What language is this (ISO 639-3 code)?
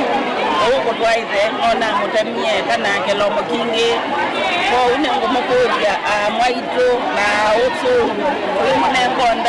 kam